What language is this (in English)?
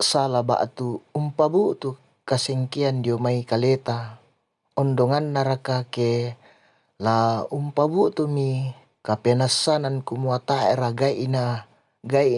Toraja-Sa'dan